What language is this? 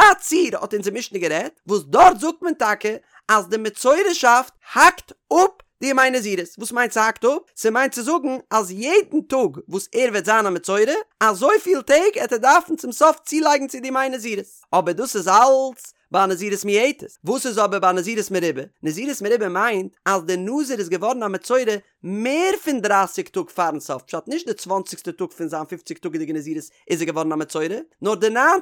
Yiddish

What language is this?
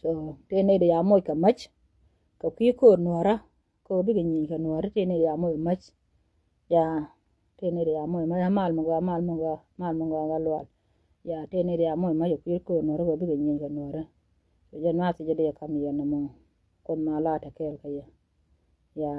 Nuer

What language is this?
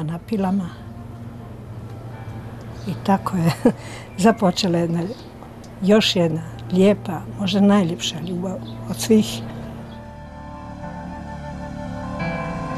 Croatian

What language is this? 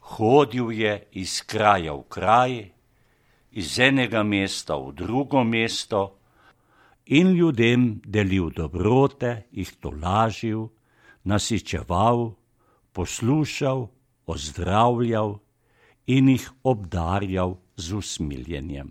Slovenian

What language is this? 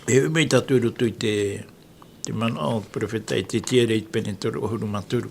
Tahitian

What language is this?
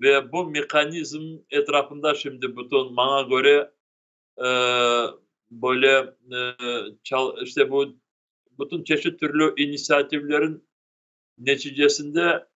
Crimean Tatar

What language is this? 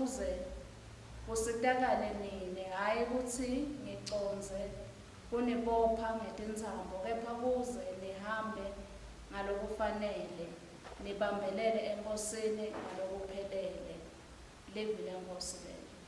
Swati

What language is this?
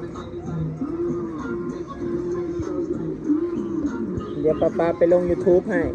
Lao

